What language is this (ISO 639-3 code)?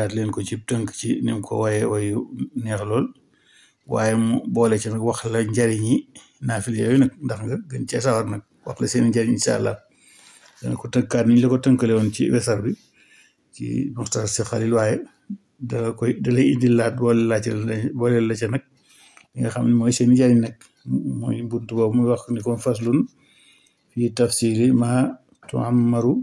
wol